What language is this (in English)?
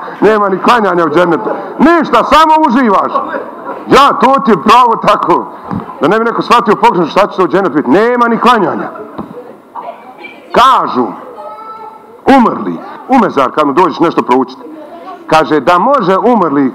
Bosnian